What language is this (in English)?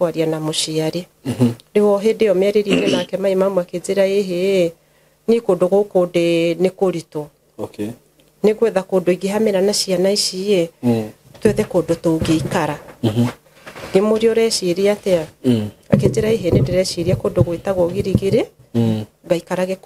Kikuyu